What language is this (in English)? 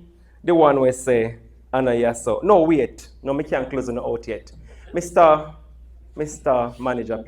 Jamaican Creole English